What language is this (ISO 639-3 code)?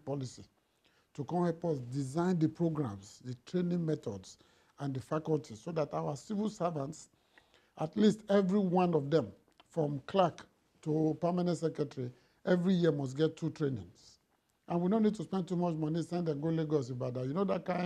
pcm